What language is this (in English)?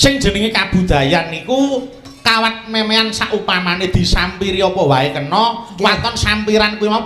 Javanese